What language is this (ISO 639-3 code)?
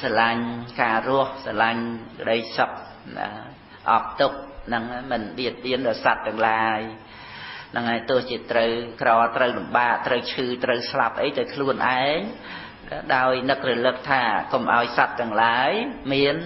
khm